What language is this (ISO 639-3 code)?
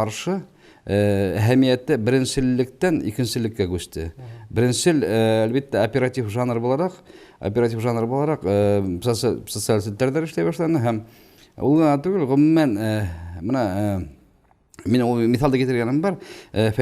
bak